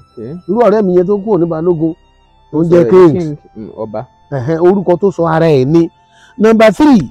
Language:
Yoruba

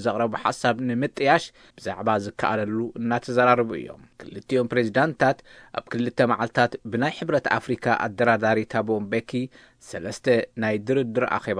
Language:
Tigrinya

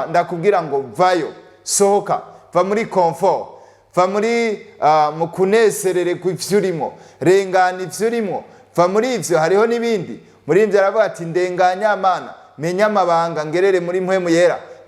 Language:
Rundi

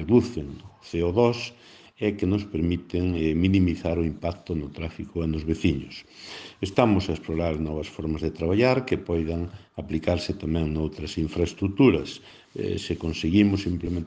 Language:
Galician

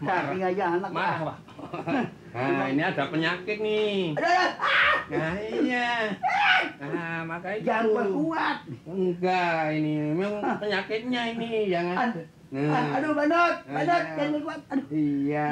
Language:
Betawi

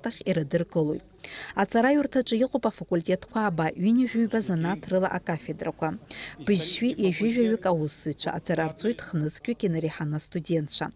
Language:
Abkhazian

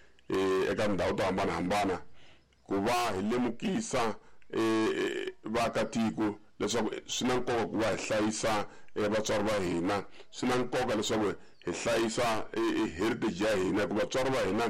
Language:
Tsonga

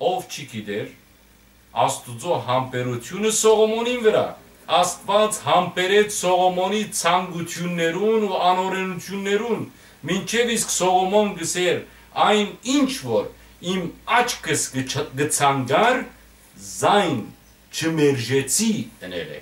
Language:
Western Armenian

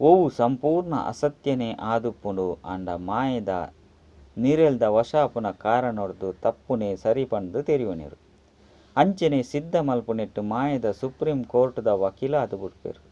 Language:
Tulu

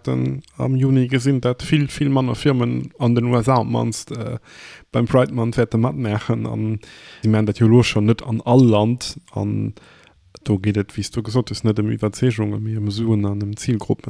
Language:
Luxembourgish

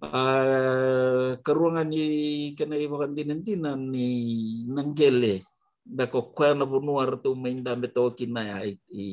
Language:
Fijian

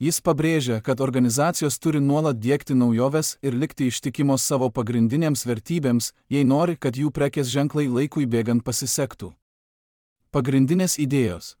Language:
Lithuanian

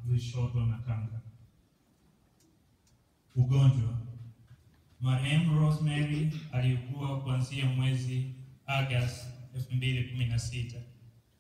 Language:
Swahili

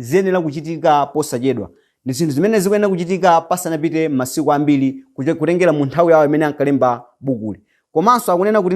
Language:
Nyanja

